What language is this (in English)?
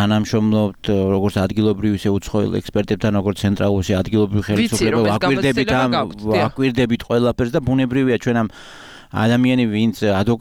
Georgian